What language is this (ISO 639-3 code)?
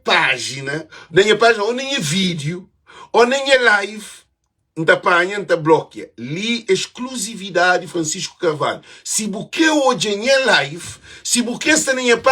kea